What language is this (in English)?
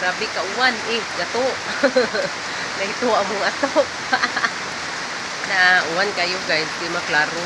Cebuano